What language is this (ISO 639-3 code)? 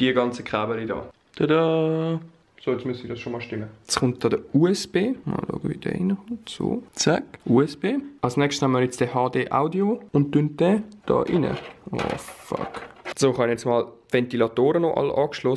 gsw